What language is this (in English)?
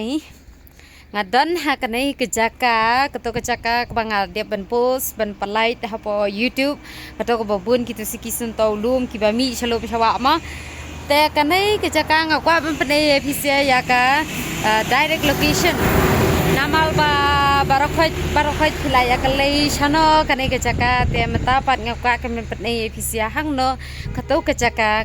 Khasi